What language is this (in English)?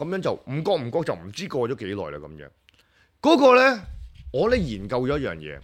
Cantonese